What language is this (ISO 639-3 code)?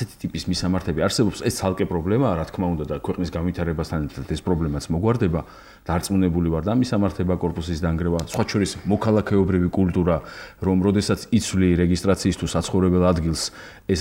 kat